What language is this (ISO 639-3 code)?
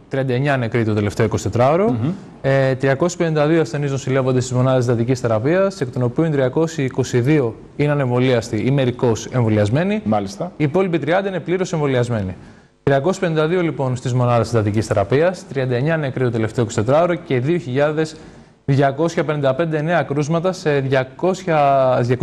ell